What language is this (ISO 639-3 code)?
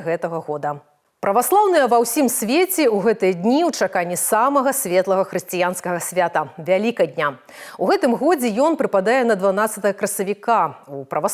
bel